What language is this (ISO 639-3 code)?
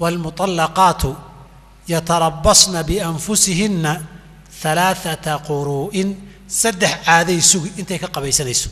som